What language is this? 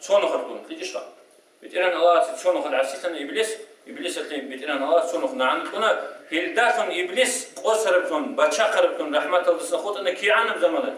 Avaric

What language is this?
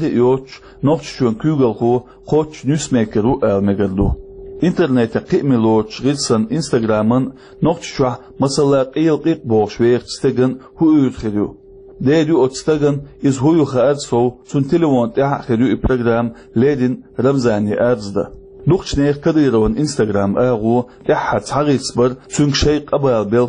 Chechen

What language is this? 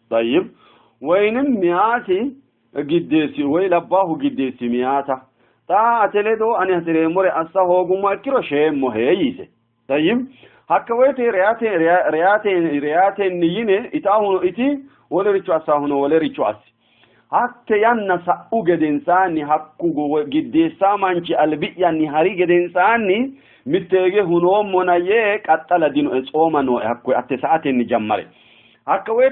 Sidamo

